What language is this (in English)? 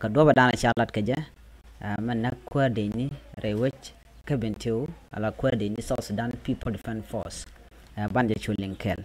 Nuer